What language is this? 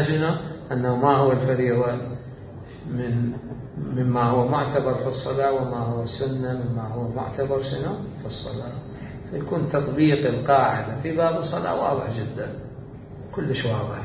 Mesopotamian Arabic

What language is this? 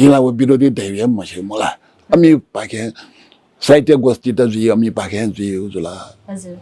Newari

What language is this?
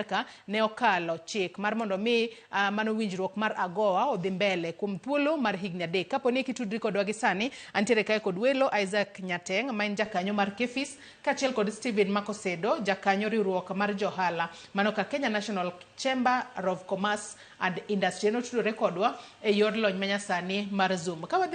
Luo (Kenya and Tanzania)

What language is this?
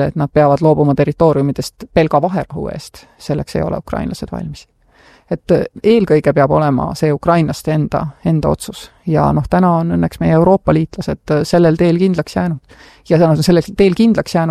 Estonian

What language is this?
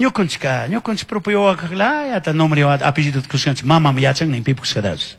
Chimborazo Highland Quichua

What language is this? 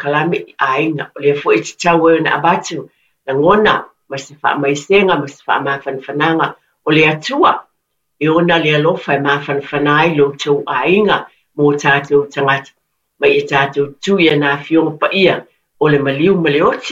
Samoan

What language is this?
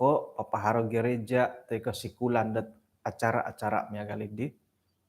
Central Dusun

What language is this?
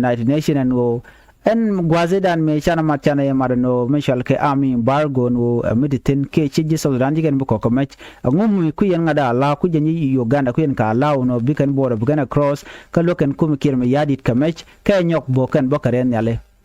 Nuer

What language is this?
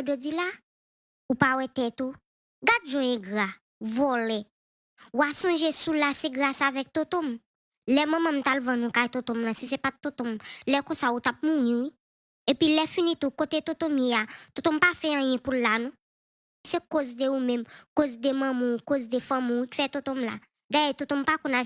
Haitian Creole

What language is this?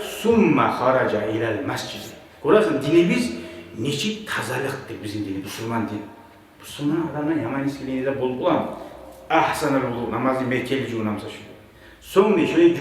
Kumyk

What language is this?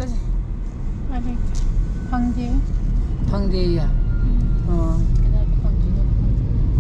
Manipuri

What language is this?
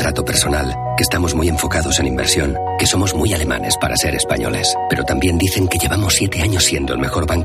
Spanish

